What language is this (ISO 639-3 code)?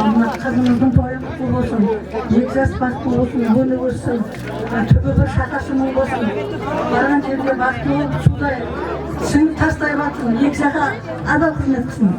kaa